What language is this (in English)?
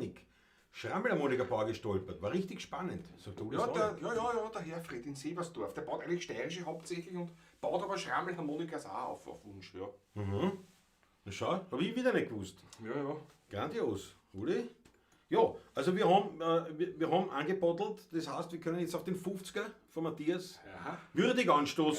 Bavarian